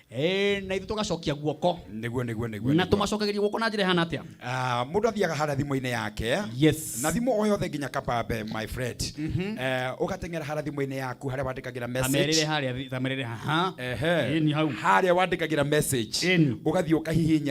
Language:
Kikuyu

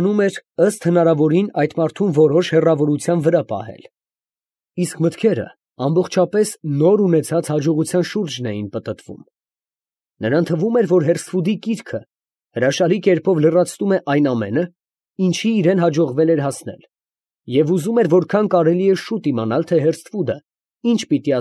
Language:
Armenian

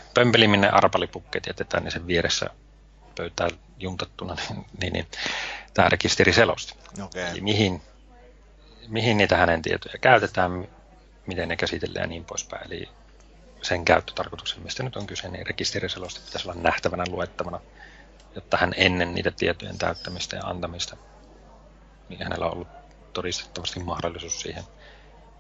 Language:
Finnish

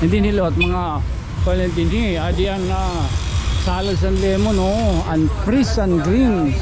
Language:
Waray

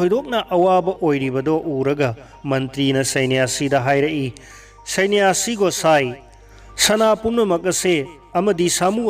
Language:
Manipuri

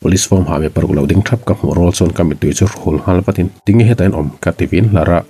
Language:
Mizo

